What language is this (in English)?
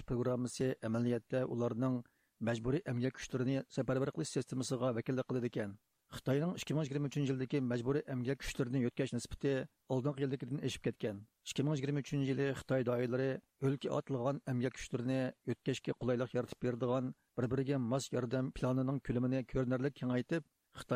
Uyghur